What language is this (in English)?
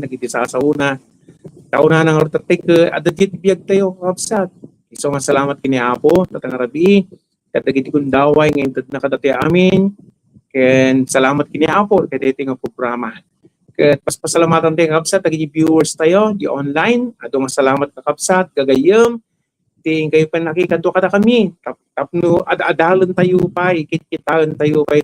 Iloko